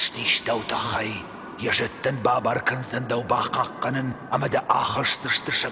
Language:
Ossetic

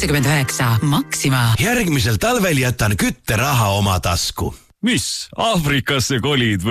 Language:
Estonian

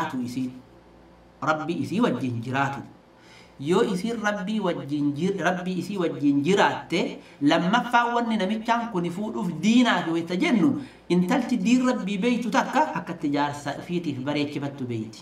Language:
Oromo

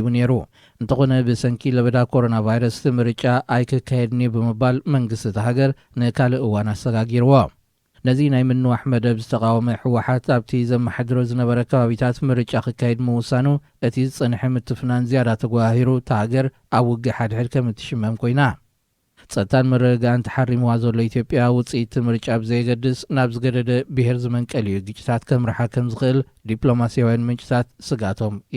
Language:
Tigrinya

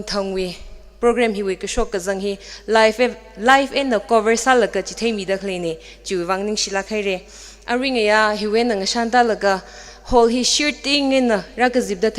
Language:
Tangkhul Naga (India)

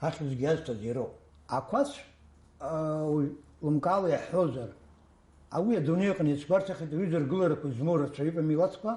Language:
Abkhazian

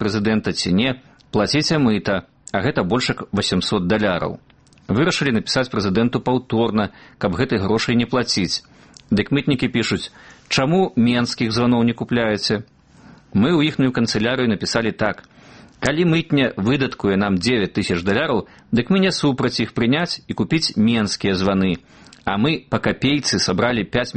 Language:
Belarusian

